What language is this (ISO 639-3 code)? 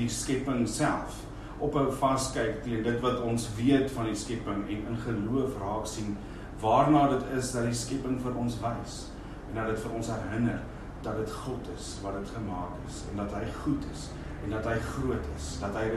afr